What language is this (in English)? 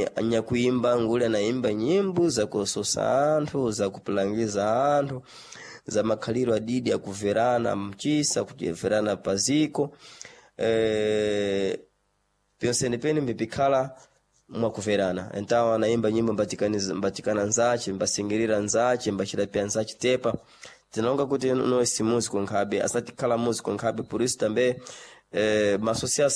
Sena